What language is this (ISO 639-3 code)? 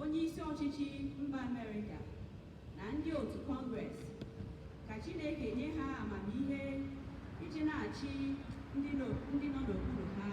ibo